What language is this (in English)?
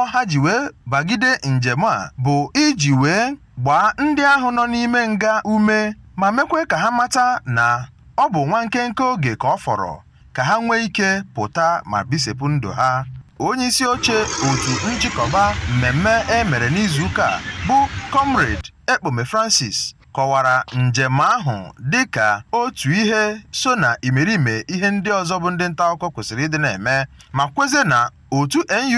Igbo